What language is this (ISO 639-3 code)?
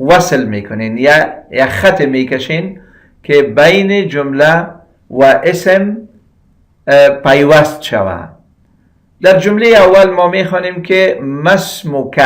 fas